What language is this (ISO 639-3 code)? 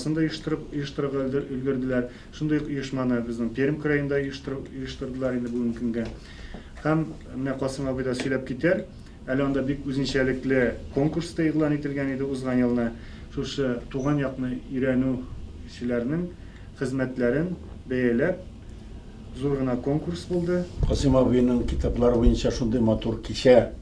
tat